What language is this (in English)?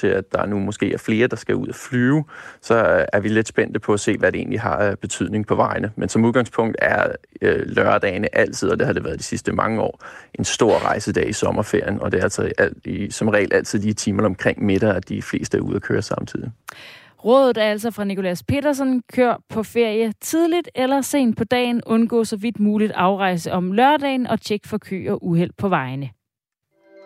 Danish